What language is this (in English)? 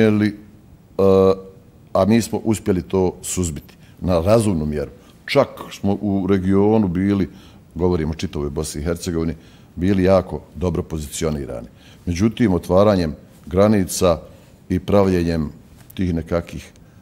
Bosnian